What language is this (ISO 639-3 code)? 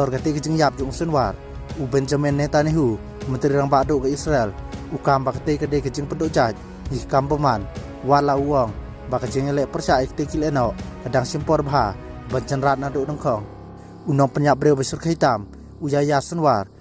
kha